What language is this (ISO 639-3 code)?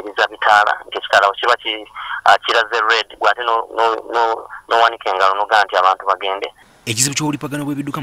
lug